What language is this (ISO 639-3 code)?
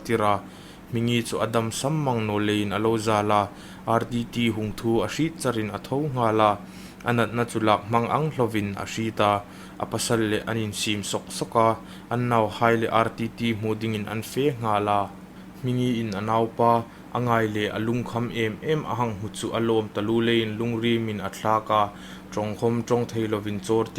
hmr